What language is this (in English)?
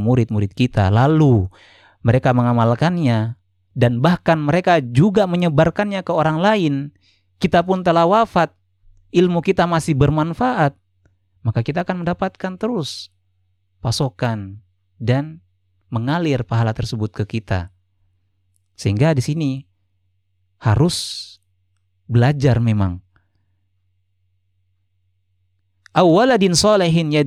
Indonesian